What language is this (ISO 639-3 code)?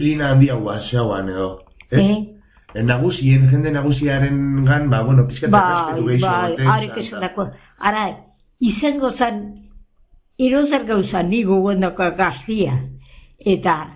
eus